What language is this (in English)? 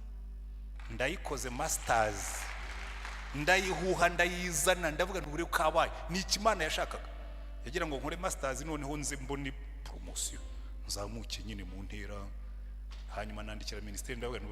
Kinyarwanda